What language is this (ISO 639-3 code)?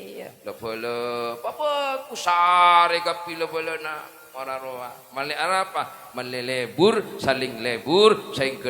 mad